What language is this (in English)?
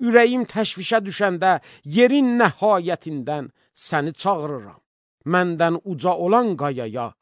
Azerbaijani